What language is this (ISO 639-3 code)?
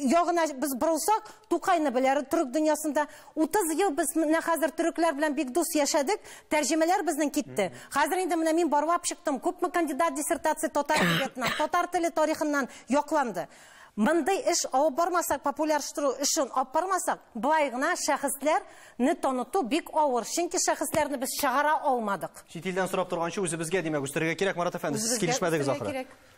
tat